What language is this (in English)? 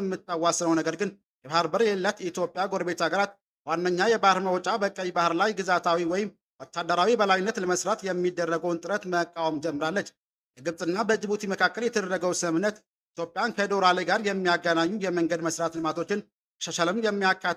Amharic